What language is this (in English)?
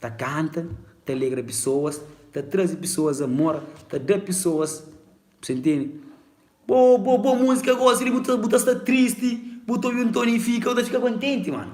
Kabuverdianu